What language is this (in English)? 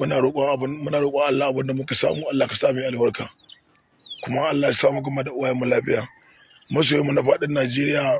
Hausa